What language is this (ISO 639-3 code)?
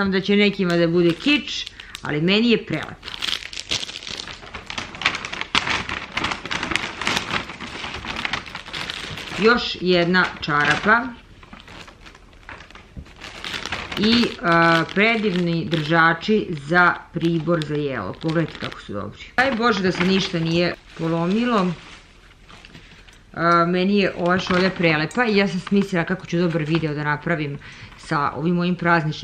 srp